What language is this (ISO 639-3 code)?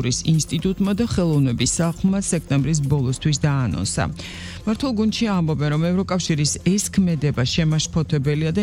kat